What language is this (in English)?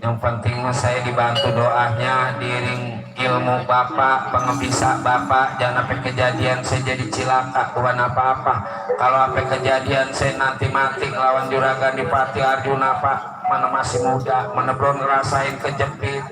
Betawi